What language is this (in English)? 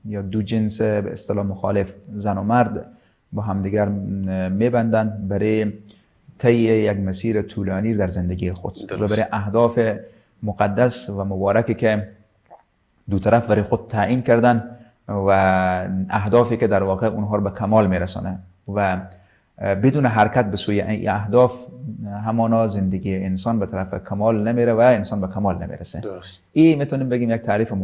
Persian